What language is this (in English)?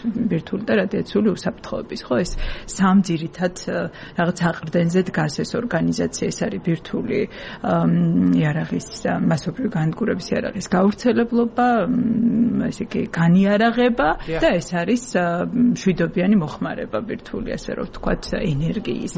Georgian